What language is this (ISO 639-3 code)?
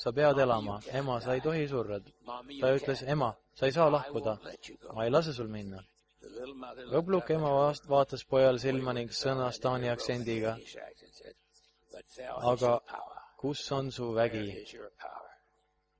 est